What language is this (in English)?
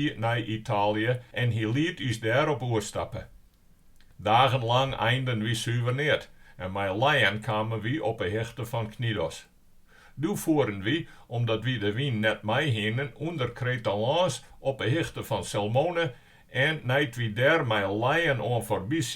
Western Frisian